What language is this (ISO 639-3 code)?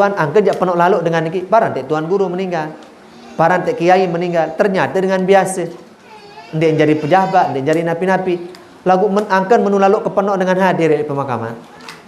sas